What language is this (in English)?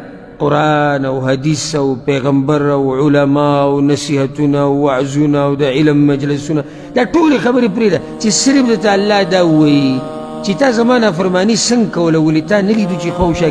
Pashto